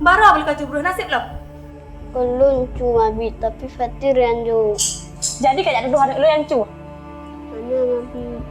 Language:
Achinese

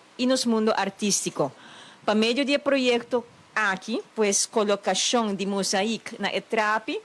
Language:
Papiamento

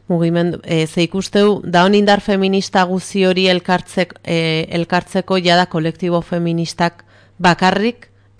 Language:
Basque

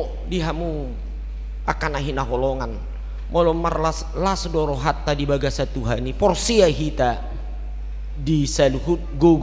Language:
Batak Toba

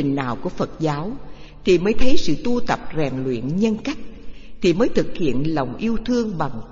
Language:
Vietnamese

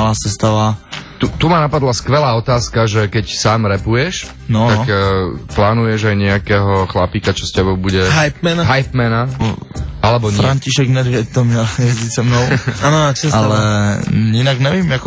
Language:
Slovak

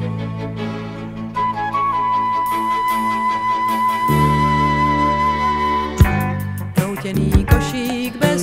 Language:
Czech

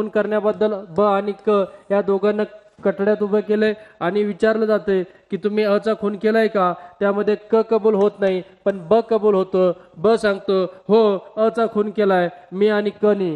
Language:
Marathi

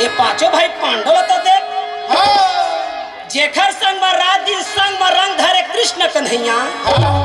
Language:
Chhattisgarhi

